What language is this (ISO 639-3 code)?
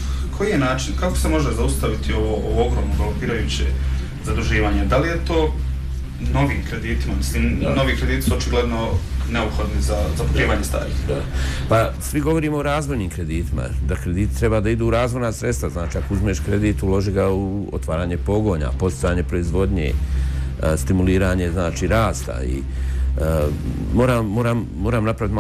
bos